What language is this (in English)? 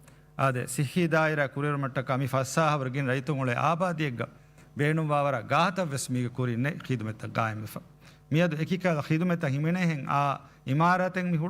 Divehi